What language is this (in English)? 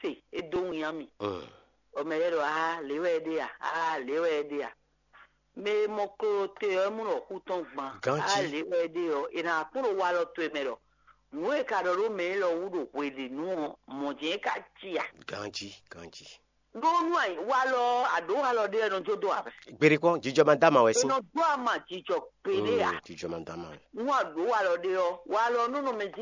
Fon